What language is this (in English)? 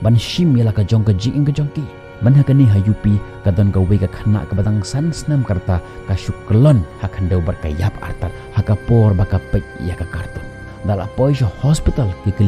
Khasi